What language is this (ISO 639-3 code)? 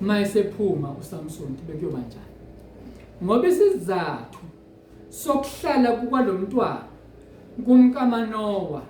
zul